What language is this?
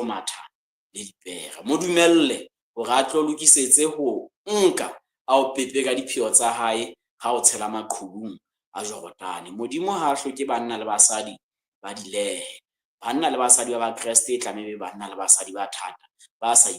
Southern Sotho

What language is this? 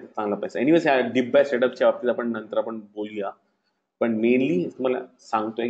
Marathi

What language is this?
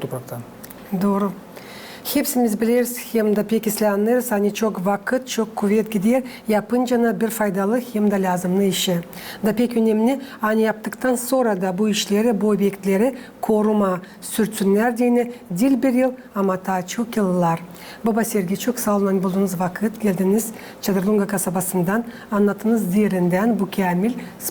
Gagauz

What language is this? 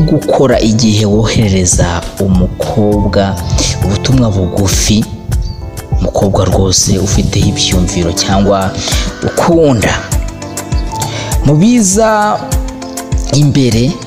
Kinyarwanda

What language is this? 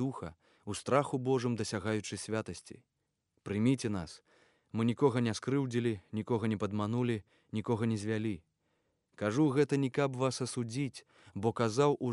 Belarusian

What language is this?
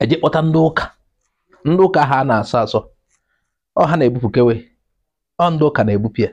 Igbo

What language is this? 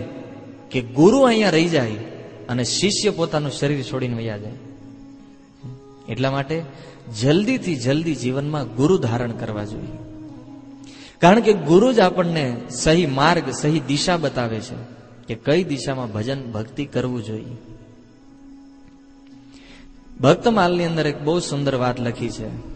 Gujarati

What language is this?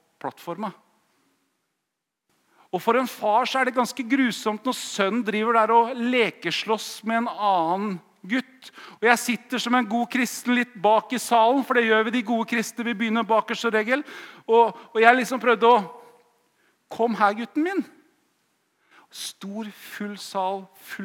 Norwegian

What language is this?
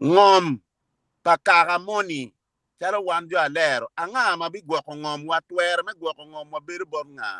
Acoli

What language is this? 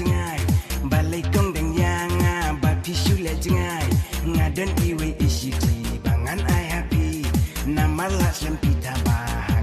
Khasi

